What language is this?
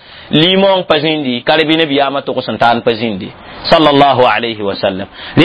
Mossi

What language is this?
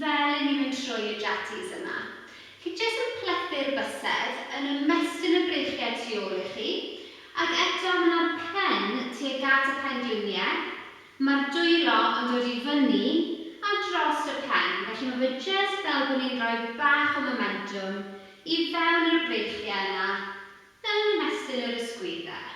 Welsh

